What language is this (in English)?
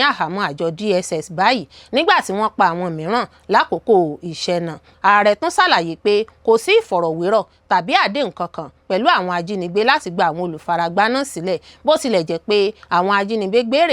Yoruba